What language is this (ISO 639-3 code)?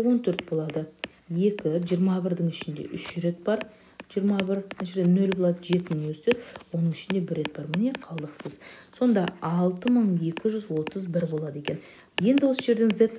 kaz